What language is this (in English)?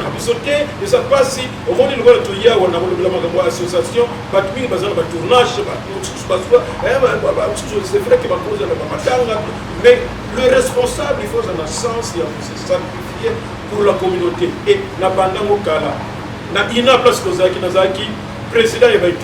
Lingala